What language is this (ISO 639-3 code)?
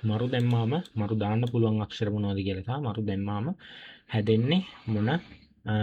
sin